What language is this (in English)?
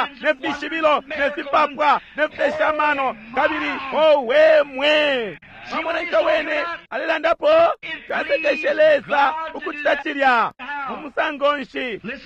Bemba